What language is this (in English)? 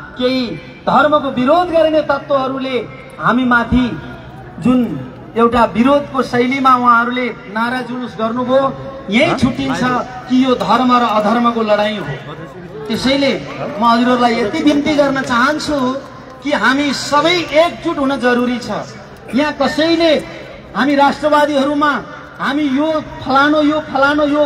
Nepali